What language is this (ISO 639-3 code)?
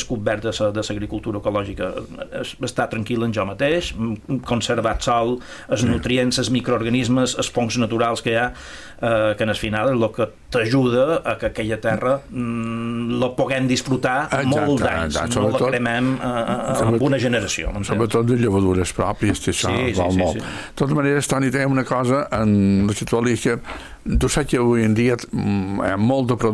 cat